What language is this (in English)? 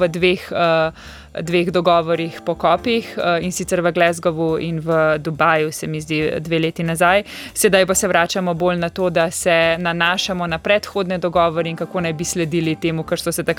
Slovenian